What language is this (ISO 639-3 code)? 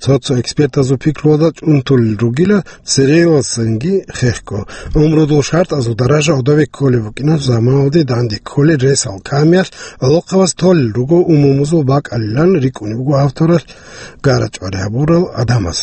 ava